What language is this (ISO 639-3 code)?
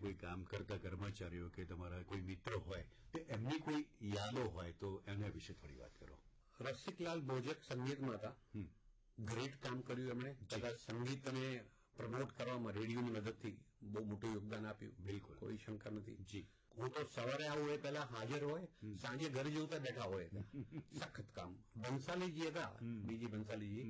guj